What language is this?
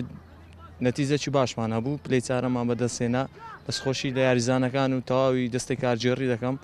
Central Kurdish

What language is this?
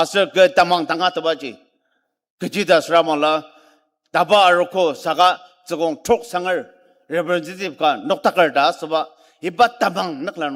Ao Naga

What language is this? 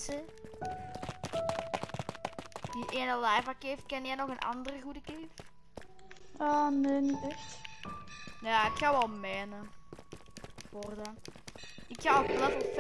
Dutch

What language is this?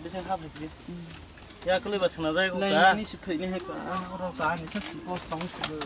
Kok Borok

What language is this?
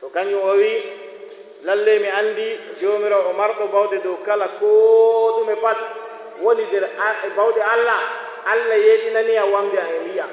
Nigerian Fulfulde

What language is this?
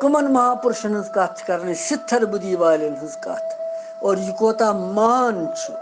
Kashmiri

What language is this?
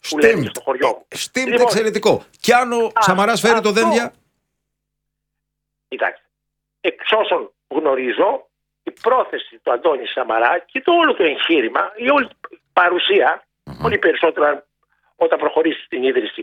Greek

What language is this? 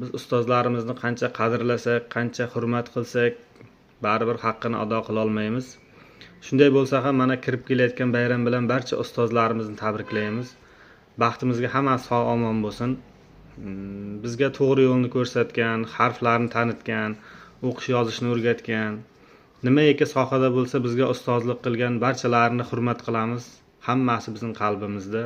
Uzbek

